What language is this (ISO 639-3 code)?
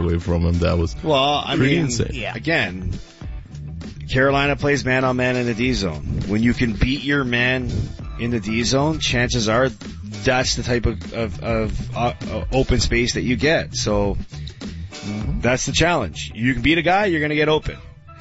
eng